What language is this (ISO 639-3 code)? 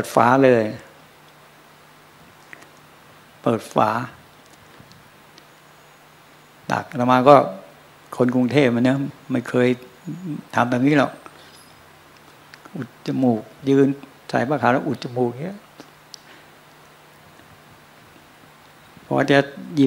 tha